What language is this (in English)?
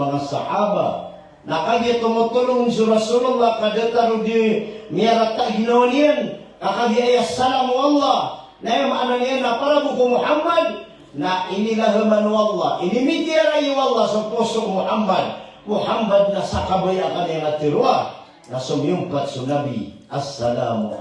Maranao